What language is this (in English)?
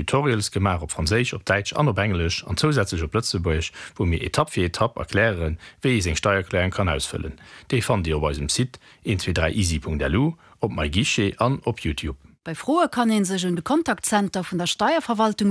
Luxembourgish